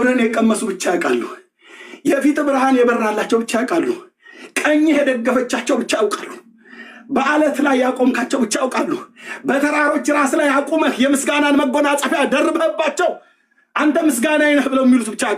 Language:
Amharic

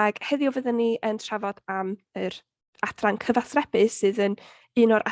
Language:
Welsh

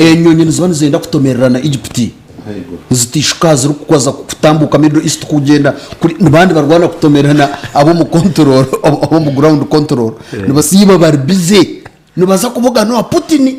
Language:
Nyankole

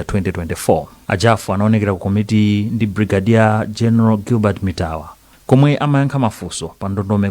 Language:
Nyanja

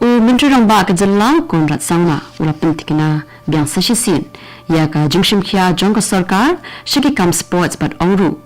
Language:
Khasi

